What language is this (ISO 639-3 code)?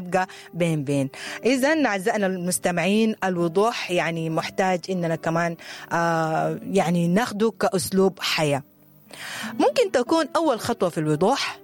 apd